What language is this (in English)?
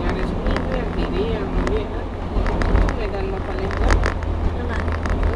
Minangkabau